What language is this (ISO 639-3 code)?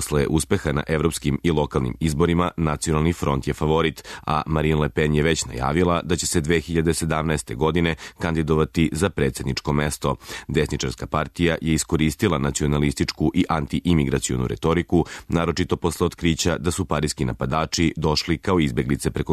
srp